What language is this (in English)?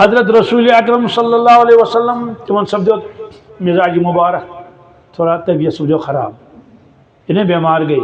Kashmiri